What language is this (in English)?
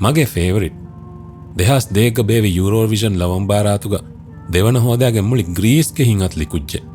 Divehi